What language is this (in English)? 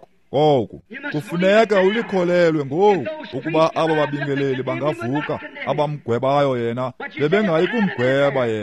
Xhosa